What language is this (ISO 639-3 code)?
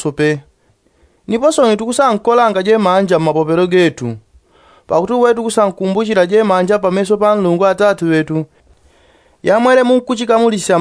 yao